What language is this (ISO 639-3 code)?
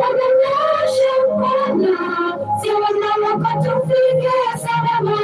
guz